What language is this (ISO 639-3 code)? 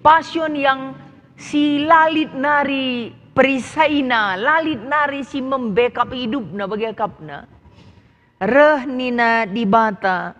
btx